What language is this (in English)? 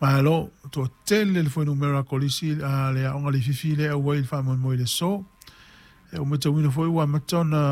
Samoan